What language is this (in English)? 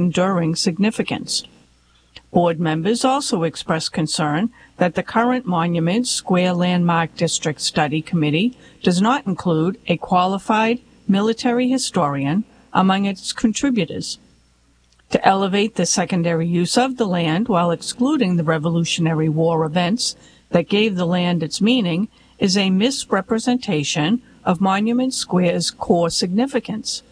English